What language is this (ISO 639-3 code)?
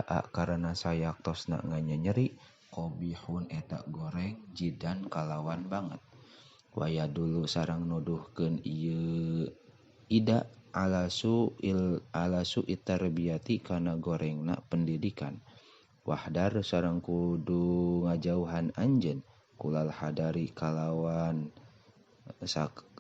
sun